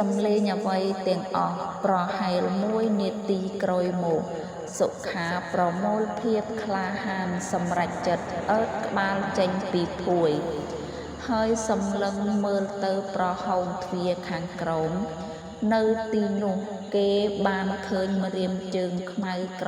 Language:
Khmer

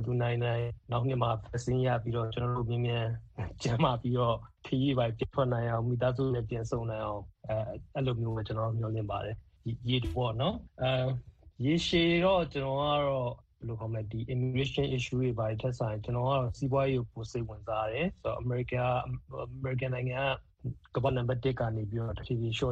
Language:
Burmese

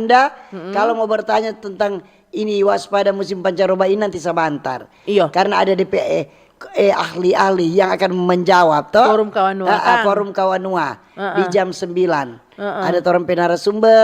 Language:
Manado Malay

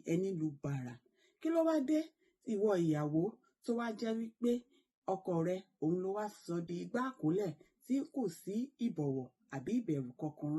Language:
Yoruba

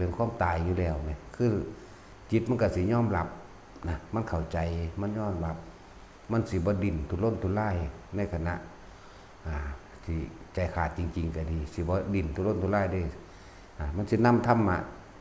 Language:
Lao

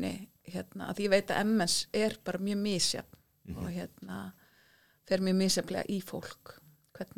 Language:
Icelandic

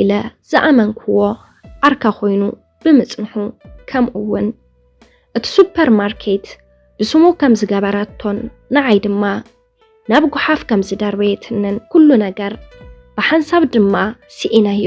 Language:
Tigrinya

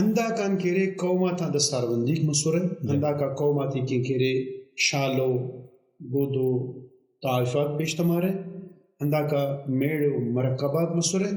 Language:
Brahui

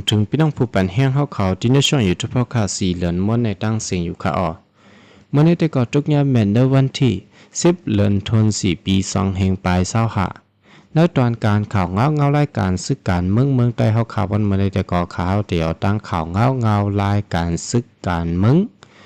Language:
Shan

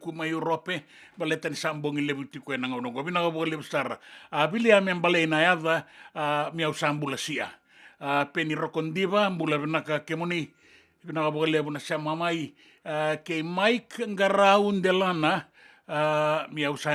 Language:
Fijian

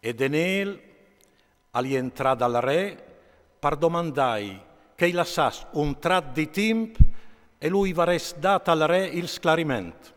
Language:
Friulian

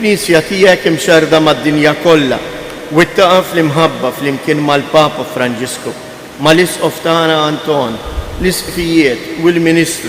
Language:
Maltese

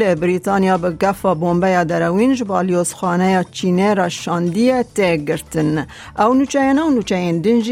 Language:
Kurdish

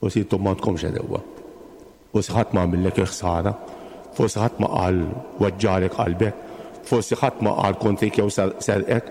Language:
Maltese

